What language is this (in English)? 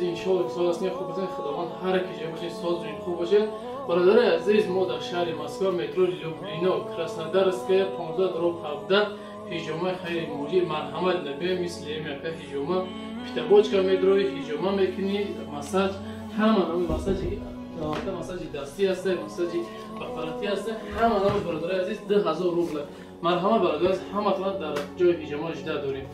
Tajik